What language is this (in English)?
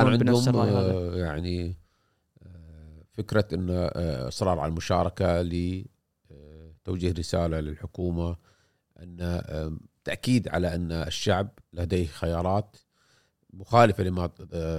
Gulf Arabic